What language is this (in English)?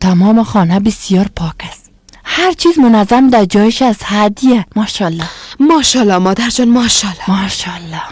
Persian